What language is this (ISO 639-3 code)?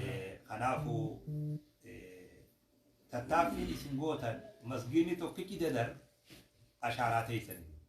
orm